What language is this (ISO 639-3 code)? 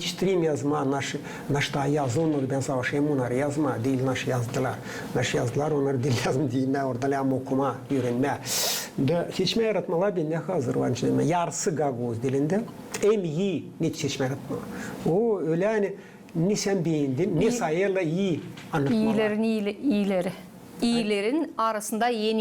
gag